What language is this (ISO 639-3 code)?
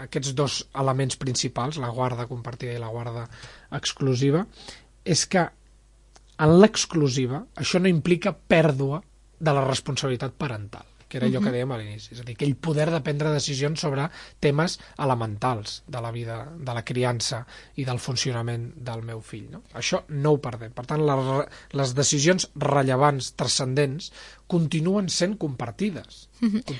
cat